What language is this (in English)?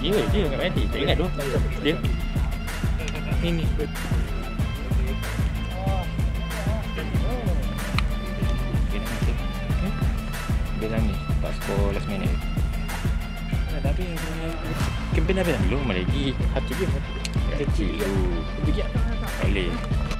Malay